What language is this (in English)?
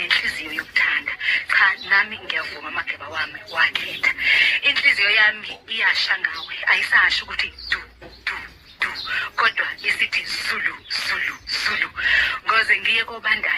Zulu